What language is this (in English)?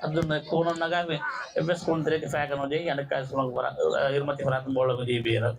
Divehi